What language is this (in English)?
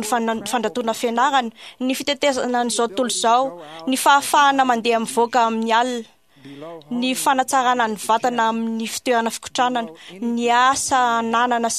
Malagasy